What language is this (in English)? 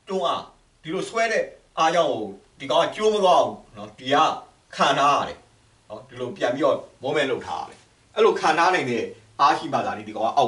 Burmese